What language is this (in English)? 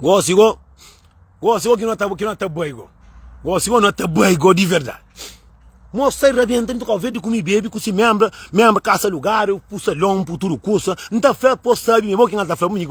Kabuverdianu